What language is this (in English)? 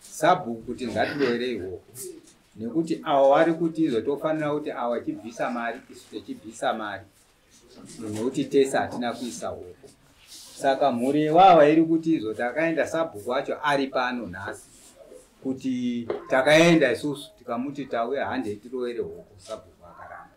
Shona